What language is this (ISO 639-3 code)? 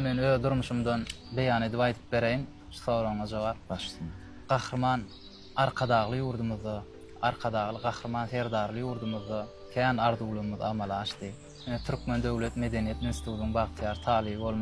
tuk